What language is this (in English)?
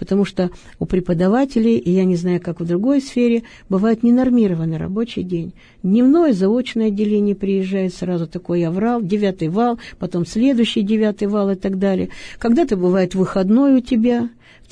Russian